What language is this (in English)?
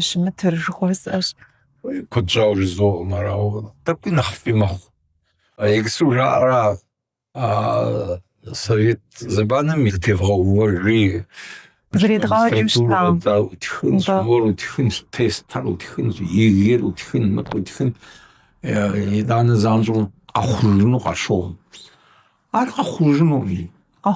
Kabardian